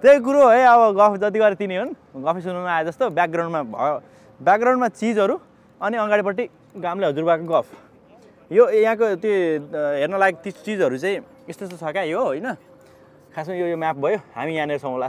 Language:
Nepali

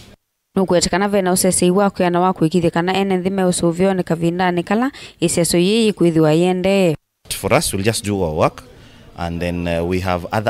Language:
Kamba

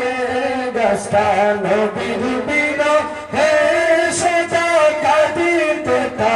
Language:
Sylheti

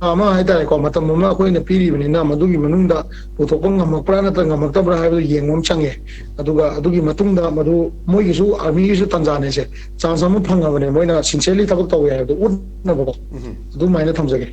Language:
Manipuri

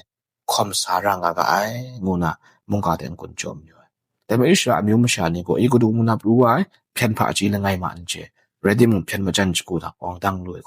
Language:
Kachin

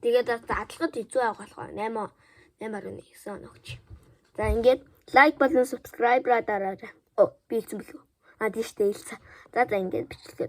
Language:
Mongolian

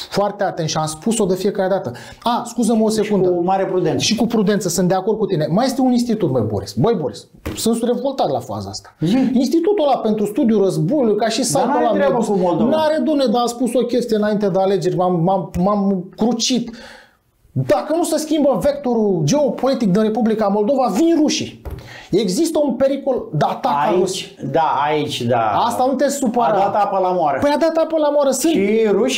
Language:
Romanian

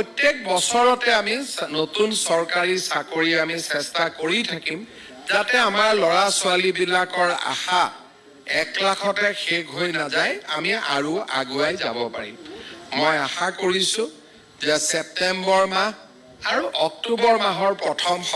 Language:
Assamese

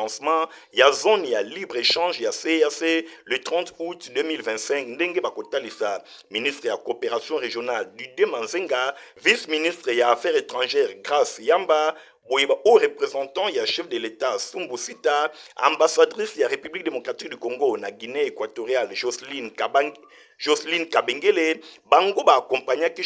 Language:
Lingala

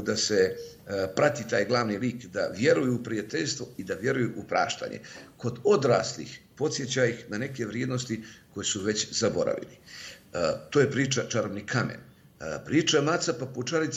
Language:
Bosnian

